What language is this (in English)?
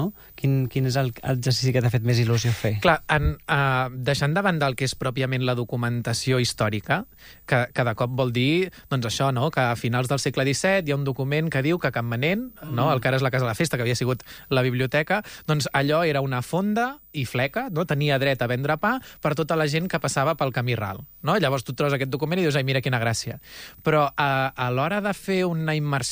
Catalan